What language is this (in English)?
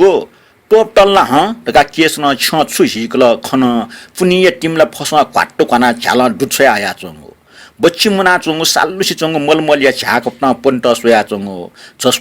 Newari